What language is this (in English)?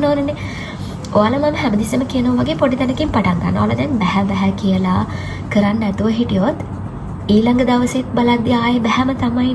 Sinhala